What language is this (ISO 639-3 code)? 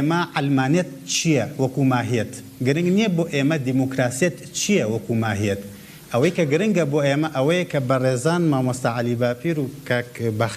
ckb